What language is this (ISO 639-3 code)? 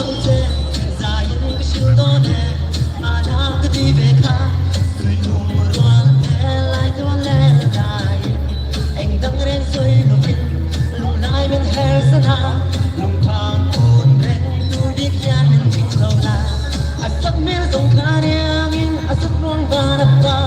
hmr